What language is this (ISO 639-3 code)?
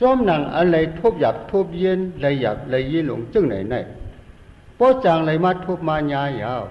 shn